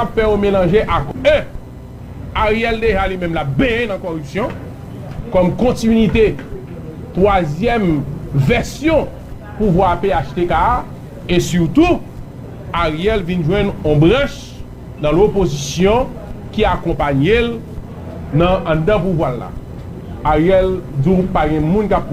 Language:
Haitian Creole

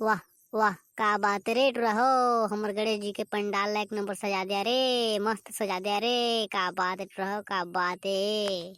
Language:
Chhattisgarhi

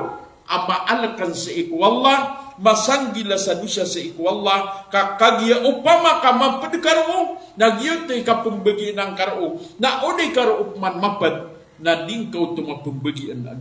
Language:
Maranao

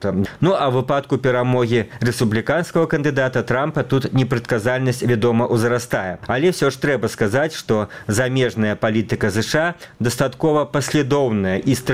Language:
Belarusian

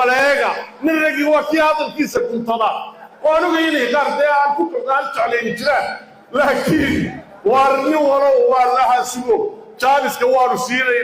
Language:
Somali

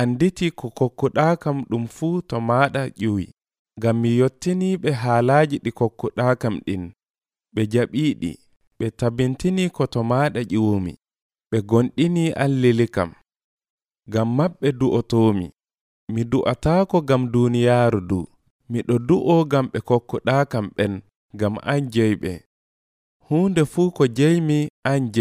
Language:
Nigerian Fulfulde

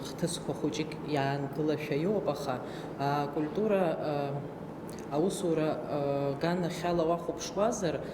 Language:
Abkhazian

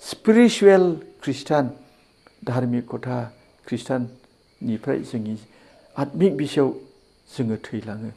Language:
Bodo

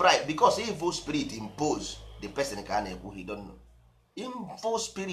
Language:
Igbo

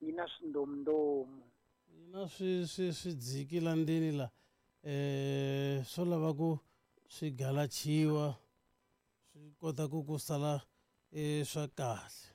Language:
Tsonga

